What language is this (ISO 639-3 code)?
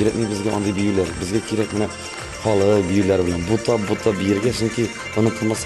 tat